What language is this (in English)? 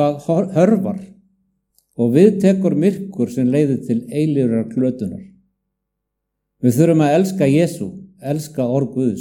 Icelandic